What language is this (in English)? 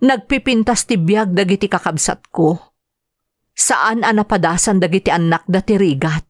Iloko